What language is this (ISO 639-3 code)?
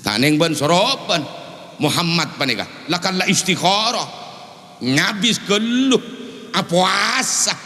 mad